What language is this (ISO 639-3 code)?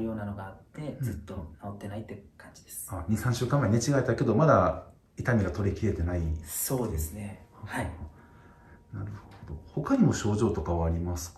jpn